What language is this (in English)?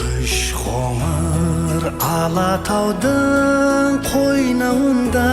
Kara-Kalpak